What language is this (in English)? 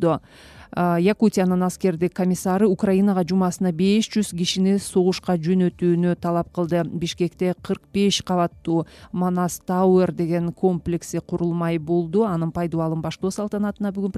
Kyrgyz